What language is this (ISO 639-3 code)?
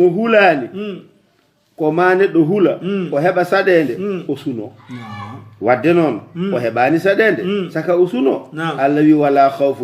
ful